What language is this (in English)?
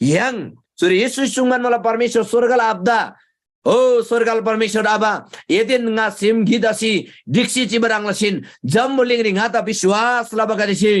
Eastern Tamang